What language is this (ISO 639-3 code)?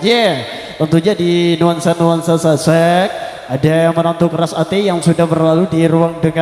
sas